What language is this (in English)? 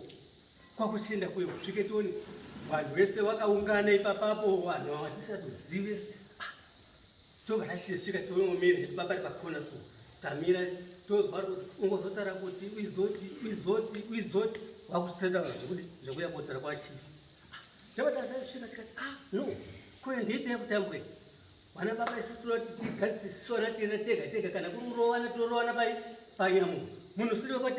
Shona